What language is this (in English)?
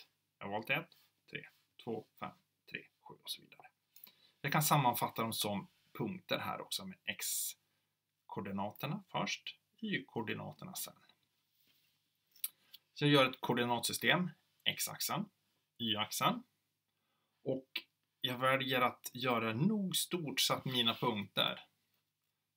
Swedish